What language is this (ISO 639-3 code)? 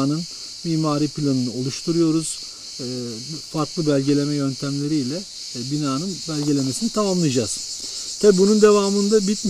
tur